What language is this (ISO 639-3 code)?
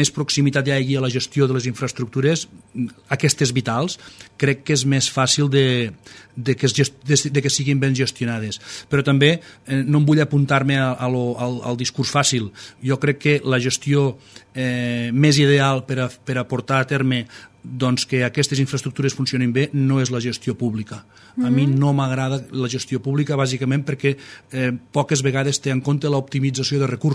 cat